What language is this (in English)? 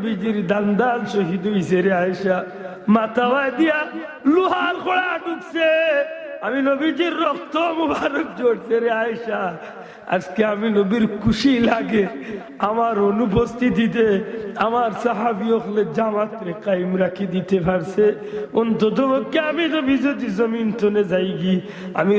Sylheti